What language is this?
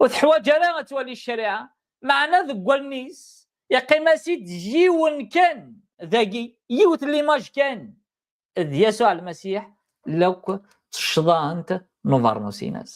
Kabyle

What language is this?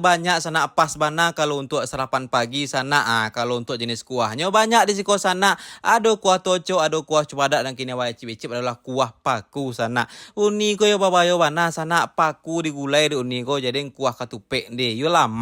Minangkabau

